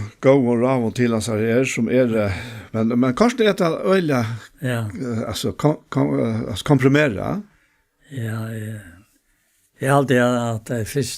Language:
Faroese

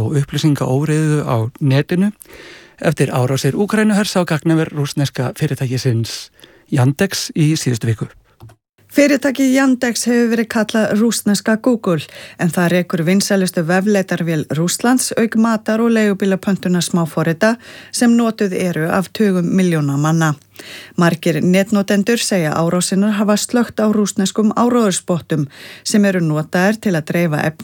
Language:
Icelandic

